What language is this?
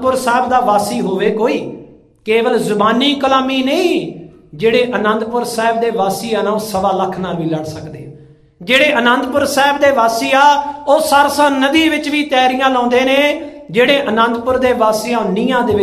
Punjabi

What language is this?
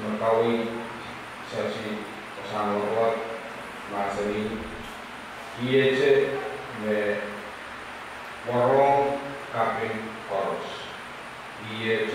Indonesian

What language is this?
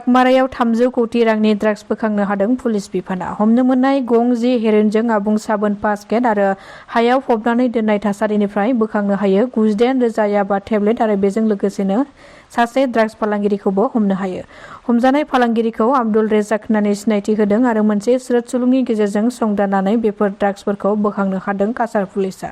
Bodo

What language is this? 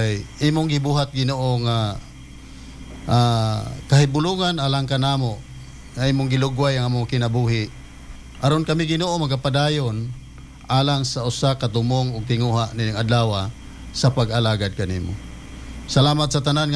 Cebuano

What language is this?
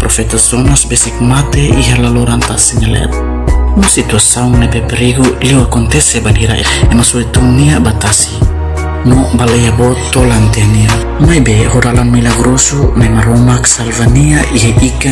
Tetum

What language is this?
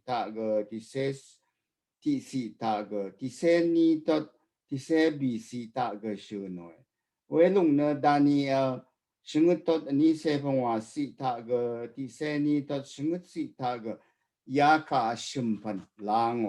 Rawang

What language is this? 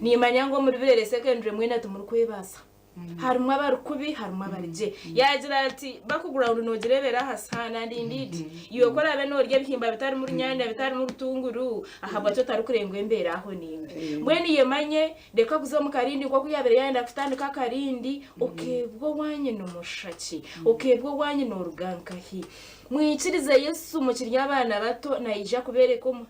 Nyankole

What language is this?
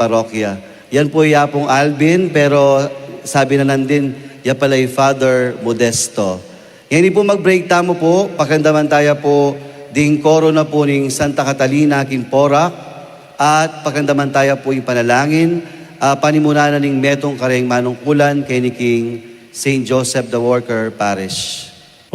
Pampanga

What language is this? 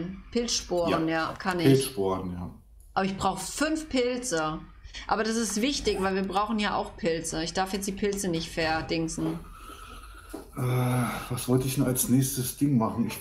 German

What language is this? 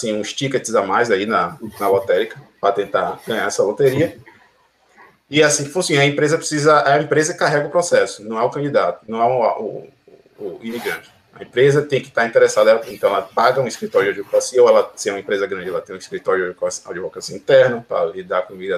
Portuguese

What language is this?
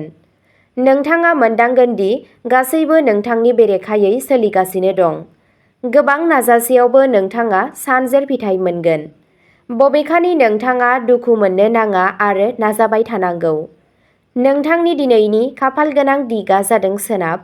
Bodo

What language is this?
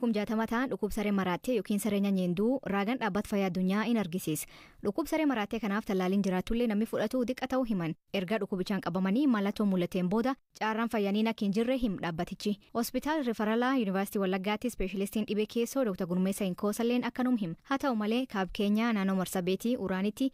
Oromo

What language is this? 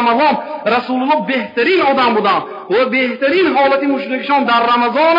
Tajik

